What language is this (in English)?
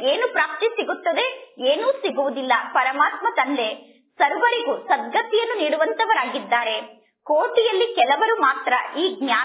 Kannada